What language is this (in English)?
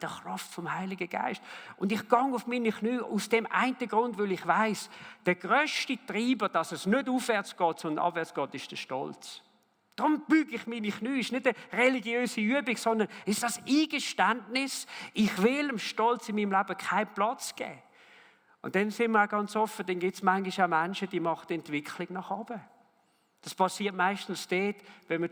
Swiss German